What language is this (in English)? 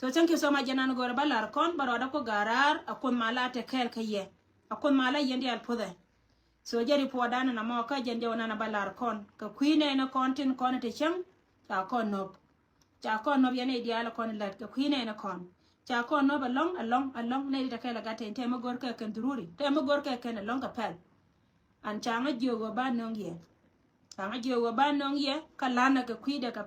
Nuer